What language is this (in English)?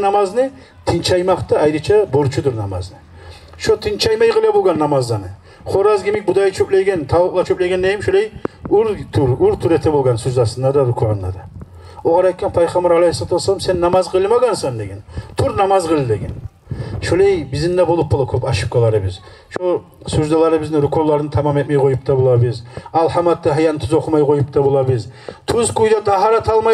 Kumyk